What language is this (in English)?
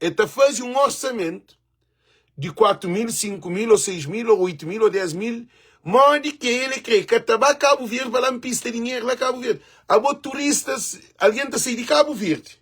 Kabuverdianu